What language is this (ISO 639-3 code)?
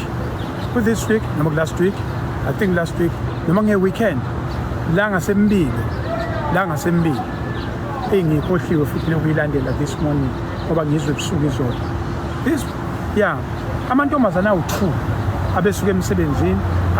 zul